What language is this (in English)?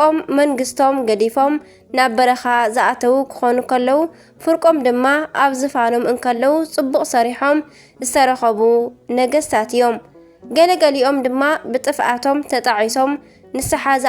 Tigrinya